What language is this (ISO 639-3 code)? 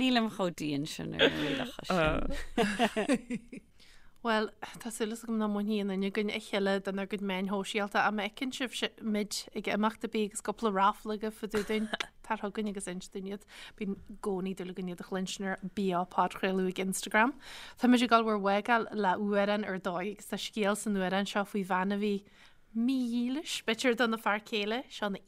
gle